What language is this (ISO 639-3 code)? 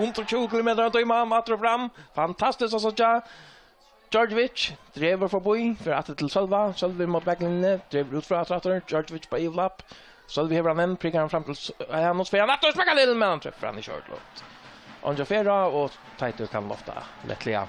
fao